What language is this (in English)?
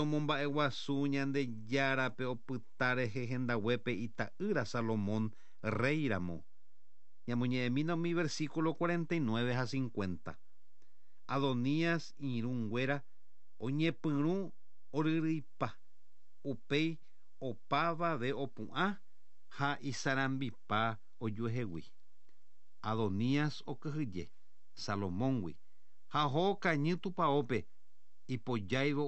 Guarani